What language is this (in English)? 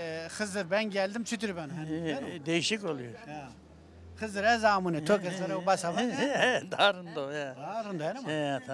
Zaza